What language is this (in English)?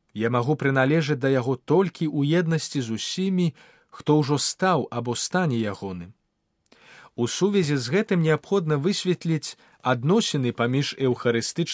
Belarusian